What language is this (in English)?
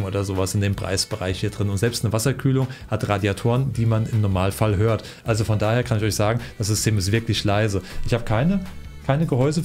German